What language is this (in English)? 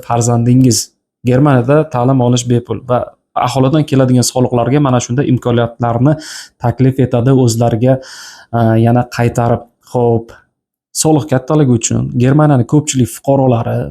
Uzbek